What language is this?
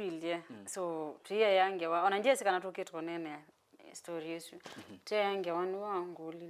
Kamba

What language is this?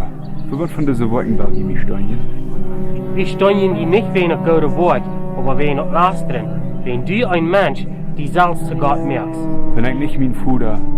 Plautdietsch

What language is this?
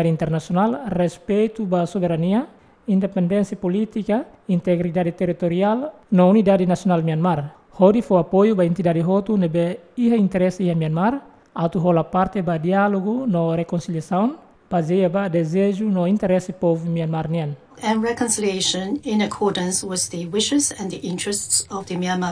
Tetum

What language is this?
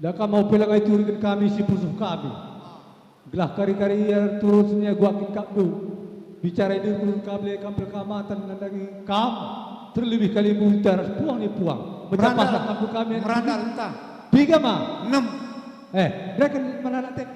Batak Karo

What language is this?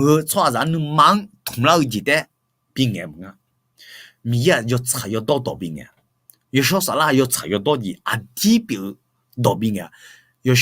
Akha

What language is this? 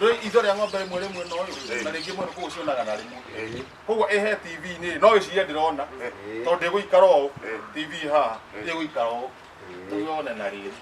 Kikuyu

